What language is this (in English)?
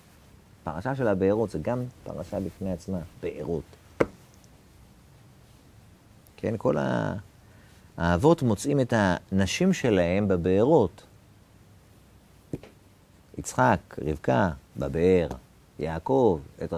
Hebrew